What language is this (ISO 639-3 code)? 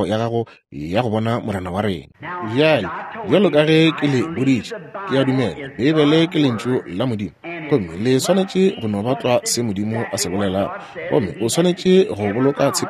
nso